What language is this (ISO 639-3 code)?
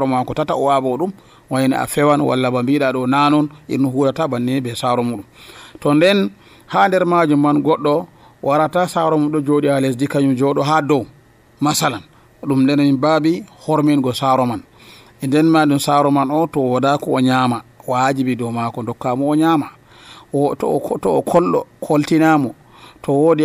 fuv